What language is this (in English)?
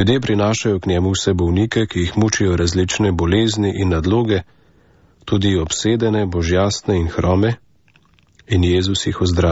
Slovenian